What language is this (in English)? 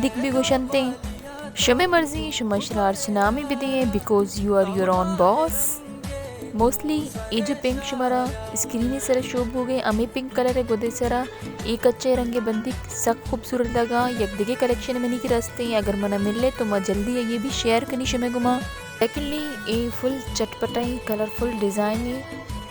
Baluchi